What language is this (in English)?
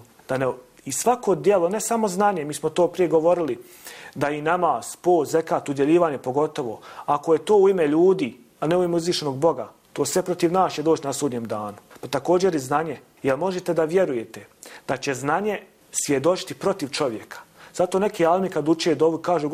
Bosnian